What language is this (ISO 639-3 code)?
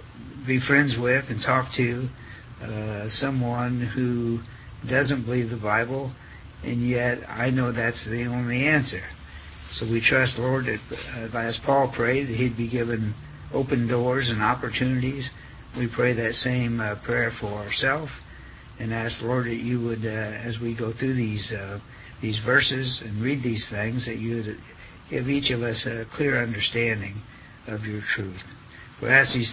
eng